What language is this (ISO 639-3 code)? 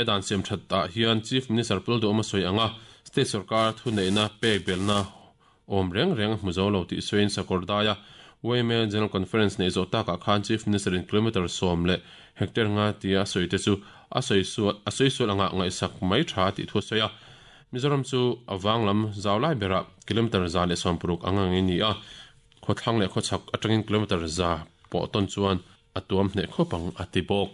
lus